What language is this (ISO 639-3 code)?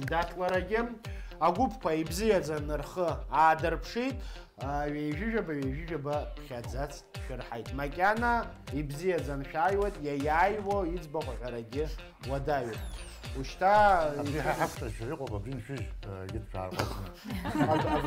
abk